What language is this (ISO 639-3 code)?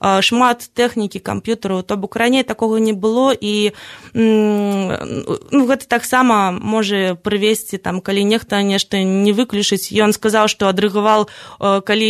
bel